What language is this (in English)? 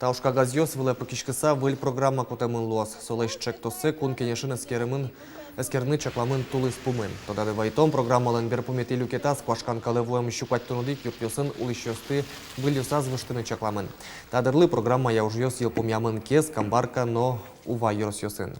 Udmurt